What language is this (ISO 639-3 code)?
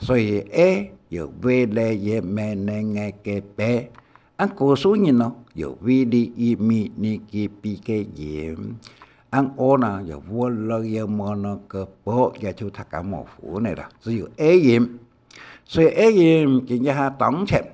hak